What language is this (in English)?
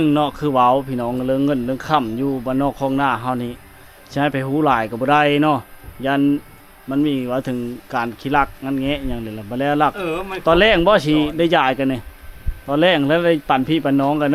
Lao